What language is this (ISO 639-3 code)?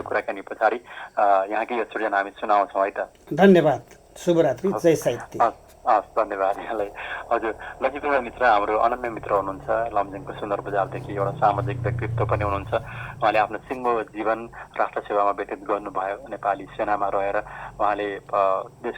nep